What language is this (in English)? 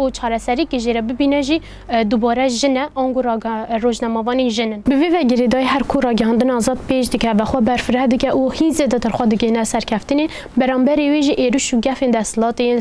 Kurdish